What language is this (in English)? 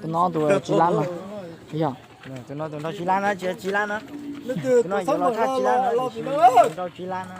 Hmong